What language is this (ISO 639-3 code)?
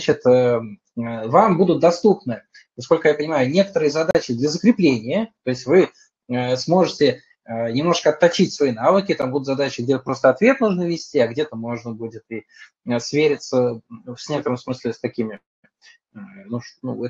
rus